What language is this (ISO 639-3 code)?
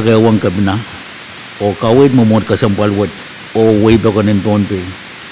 pon